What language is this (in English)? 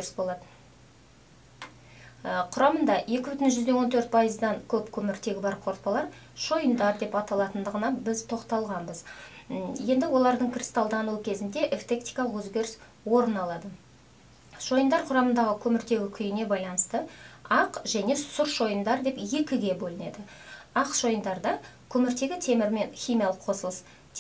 Kazakh